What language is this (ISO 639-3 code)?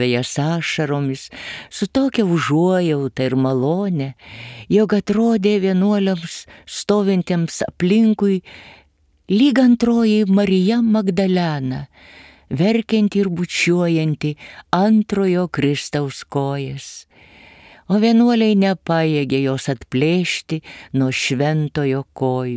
lit